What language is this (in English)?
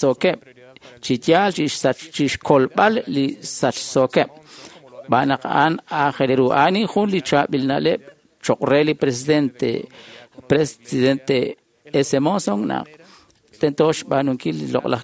Kekchí